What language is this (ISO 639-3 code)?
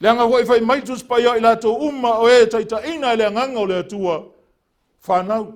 smo